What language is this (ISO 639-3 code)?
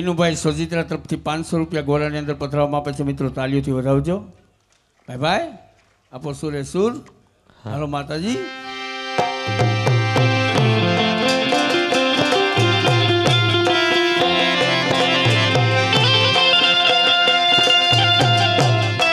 guj